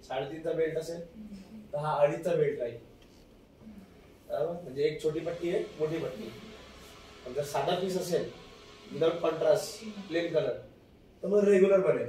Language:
Marathi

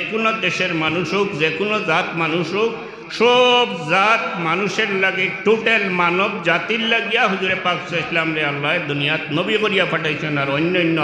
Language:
Sylheti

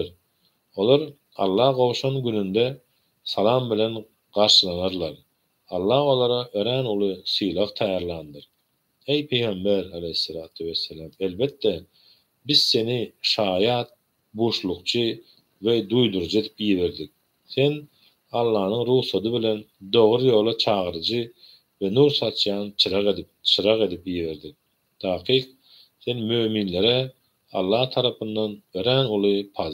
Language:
Turkmen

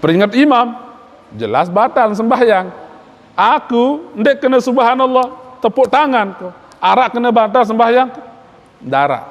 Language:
Sasak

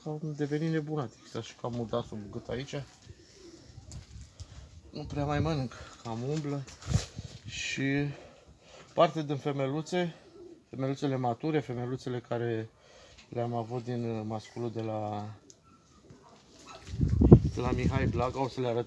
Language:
Romanian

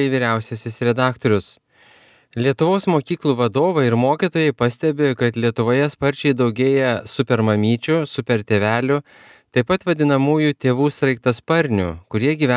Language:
Lithuanian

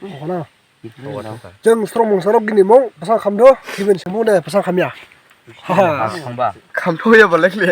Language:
Dimasa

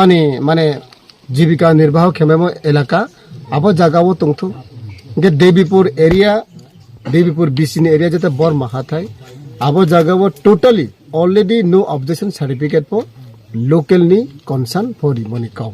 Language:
Riang (India)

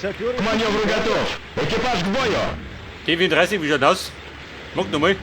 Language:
Bavarian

